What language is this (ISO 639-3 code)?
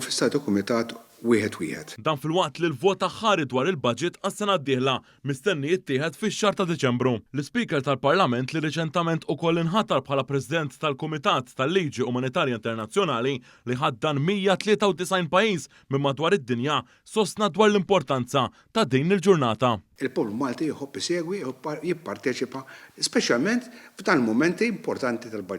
mlt